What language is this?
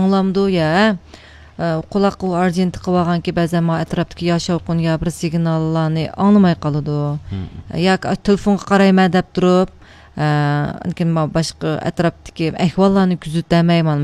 Uyghur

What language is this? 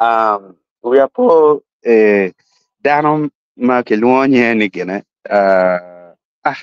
Acoli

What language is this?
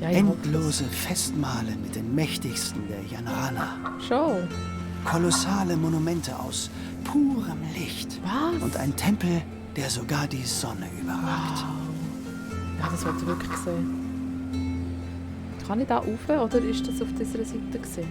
Swiss German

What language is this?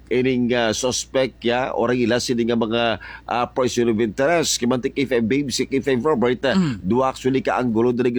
Hiligaynon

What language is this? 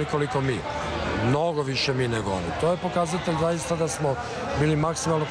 Serbian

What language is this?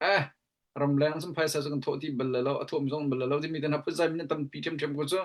Hakha Chin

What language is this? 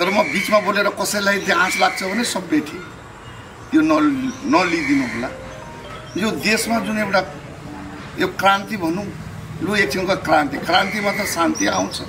Nepali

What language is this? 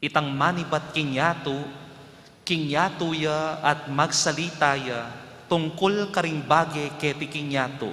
Pampanga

